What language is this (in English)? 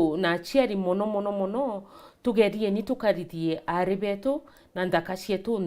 Meru